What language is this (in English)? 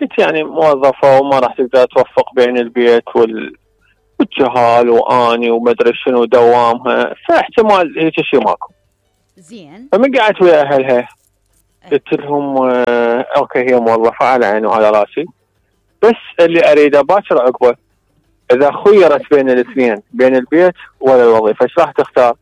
Mesopotamian Arabic